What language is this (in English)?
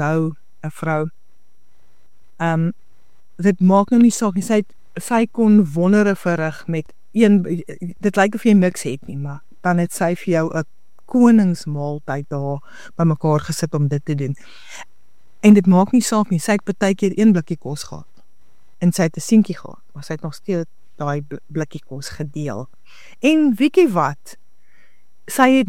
Afrikaans